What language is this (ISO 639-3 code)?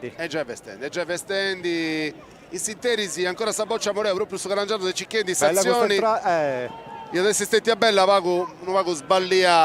srd